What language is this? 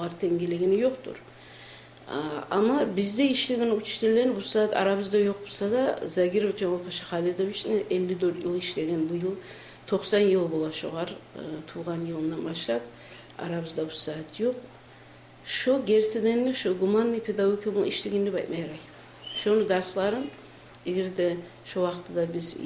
Kumyk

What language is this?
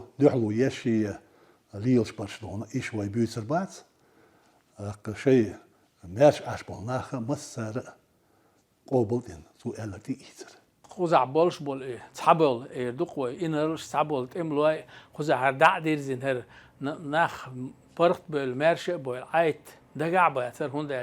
Chechen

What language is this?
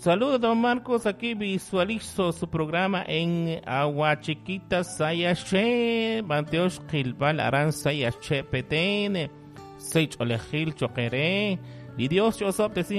Kekchí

